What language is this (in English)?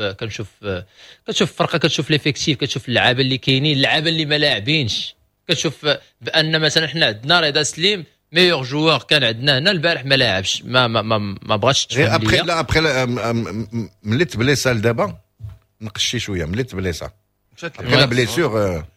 Moroccan Arabic